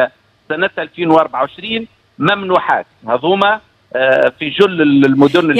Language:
Tunisian Arabic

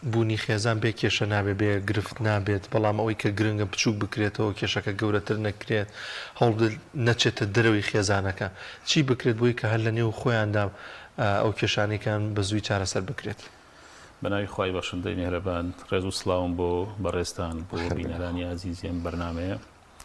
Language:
Central Kurdish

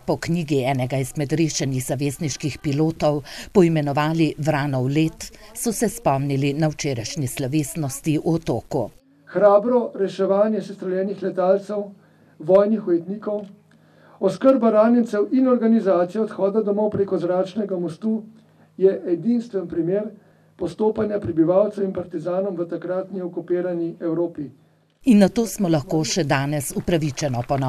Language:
Slovenian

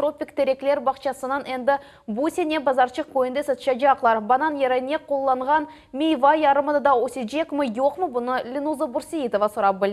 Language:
Crimean Tatar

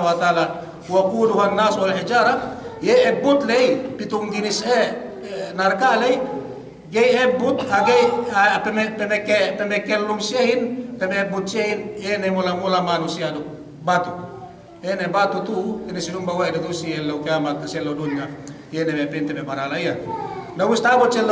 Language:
Yakan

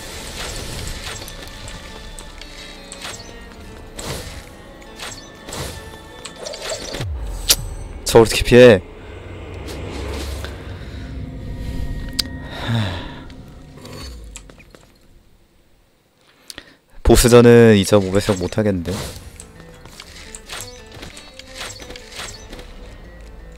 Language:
Korean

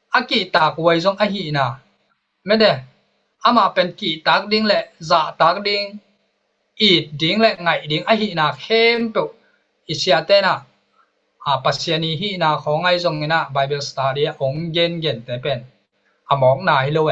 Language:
Tedim Chin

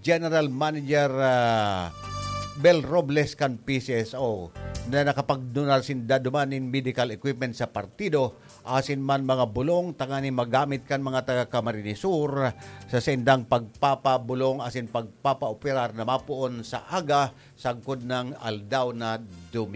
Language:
Bikol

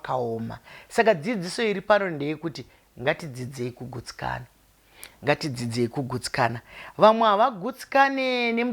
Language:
Shona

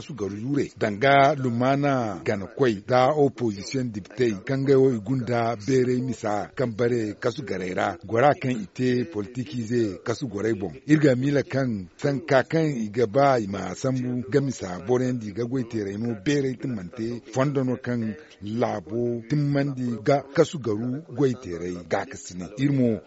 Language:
Zarma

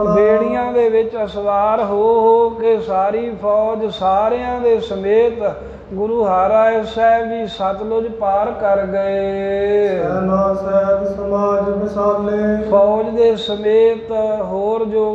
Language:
Punjabi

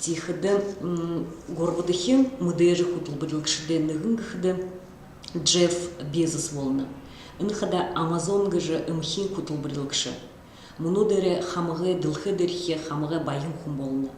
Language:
Buriat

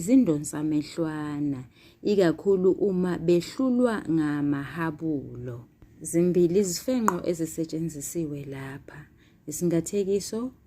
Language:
Zulu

